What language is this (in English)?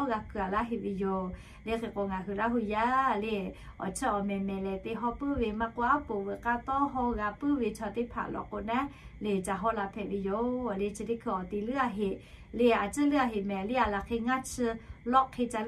Lahu